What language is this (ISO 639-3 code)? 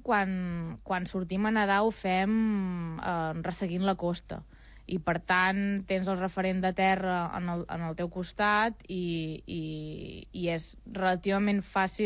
cat